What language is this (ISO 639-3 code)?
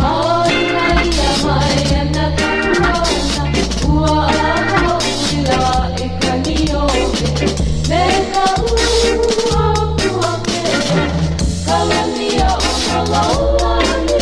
haw